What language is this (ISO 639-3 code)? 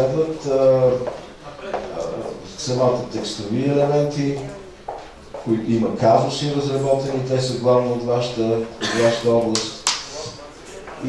bul